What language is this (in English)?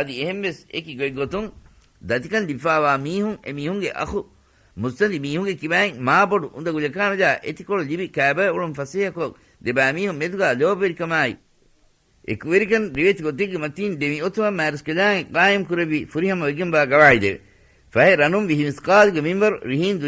Divehi